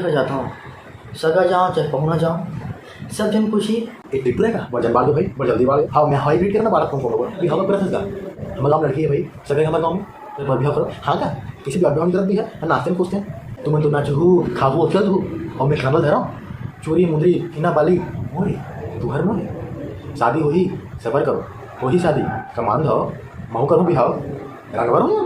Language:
Chhattisgarhi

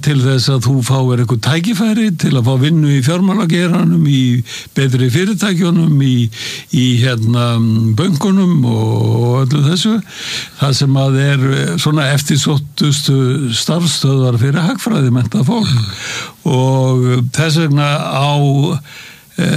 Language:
Icelandic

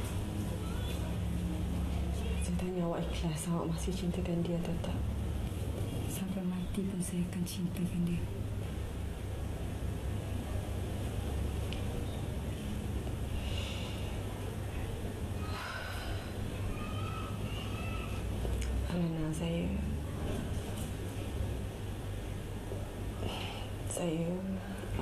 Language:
Malay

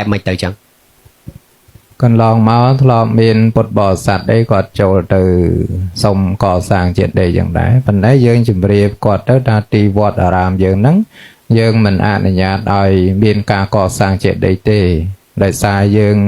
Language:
Khmer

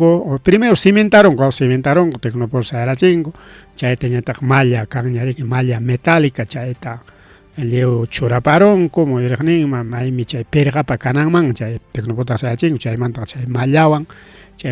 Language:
Ayacucho Quechua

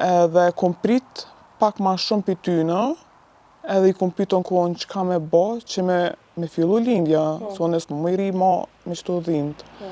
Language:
Albanian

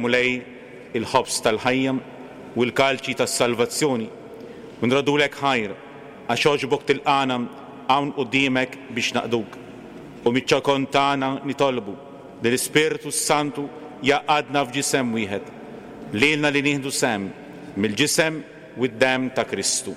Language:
Maltese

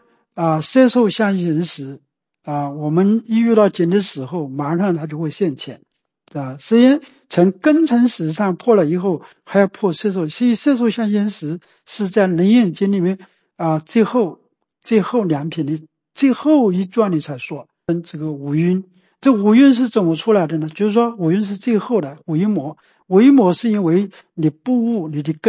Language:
Chinese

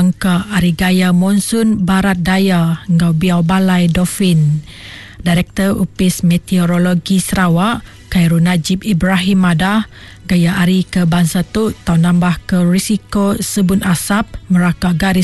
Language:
Iban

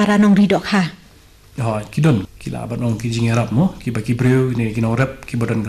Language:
Khasi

